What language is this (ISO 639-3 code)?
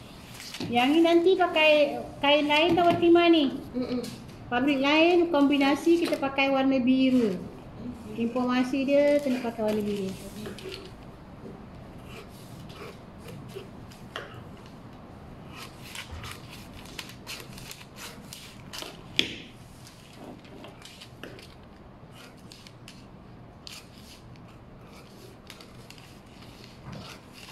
msa